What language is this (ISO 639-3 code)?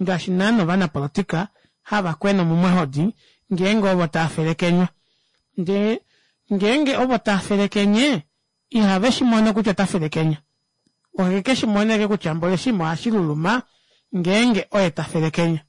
kua